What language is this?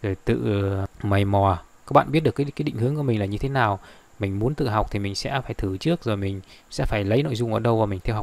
Vietnamese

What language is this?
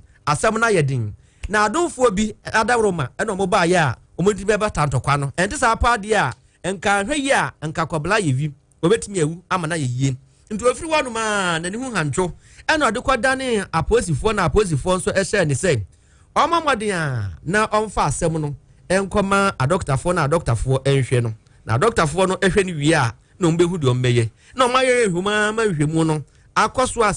Akan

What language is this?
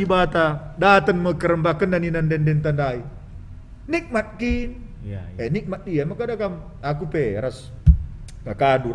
Batak Karo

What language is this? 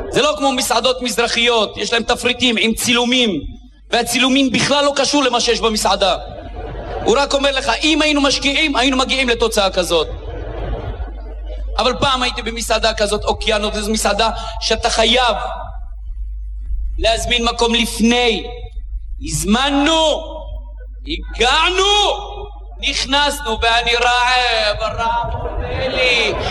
Hebrew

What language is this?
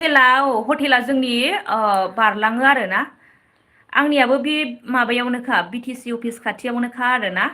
Bodo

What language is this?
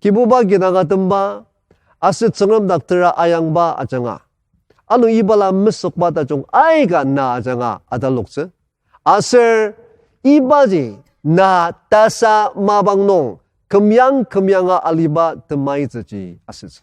Ao Naga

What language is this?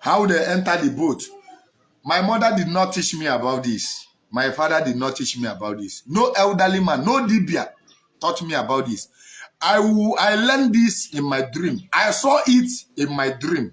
Igbo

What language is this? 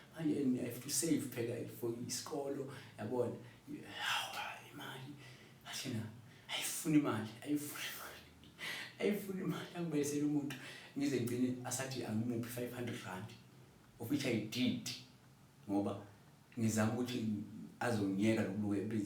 Zulu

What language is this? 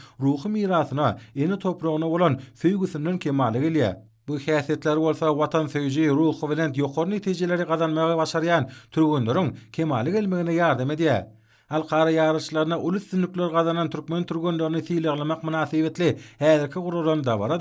Turkmen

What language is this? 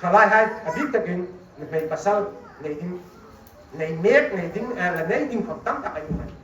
Hmar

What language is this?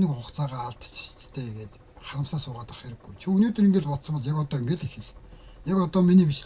Mongolian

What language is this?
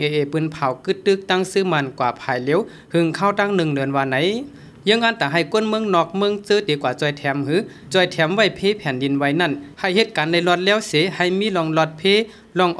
Shan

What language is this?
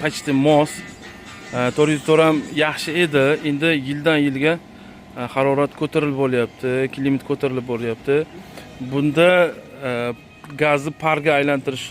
Uzbek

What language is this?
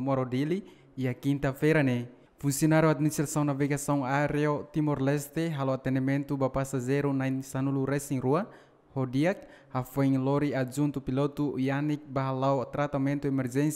Tetum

